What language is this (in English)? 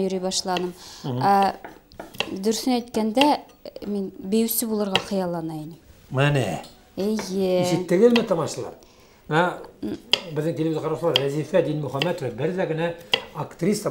Bashkir